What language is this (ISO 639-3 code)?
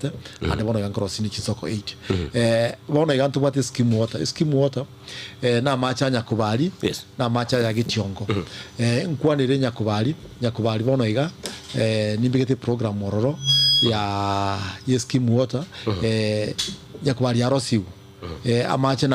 guz